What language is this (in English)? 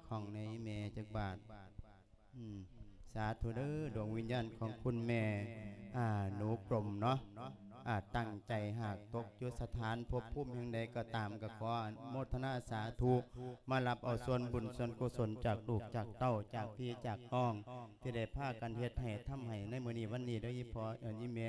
Lao